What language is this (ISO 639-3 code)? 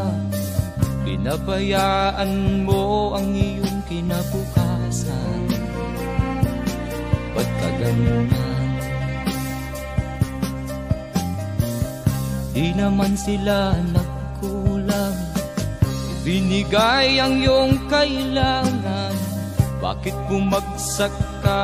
fil